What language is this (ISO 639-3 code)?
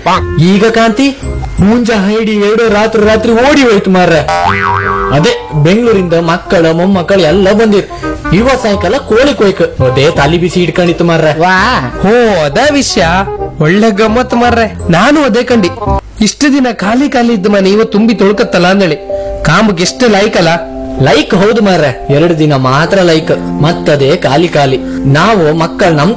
kan